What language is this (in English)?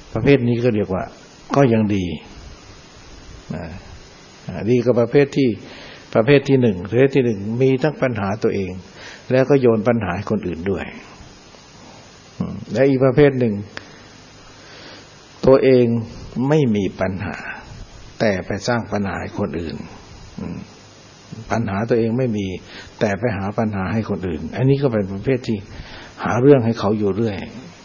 Thai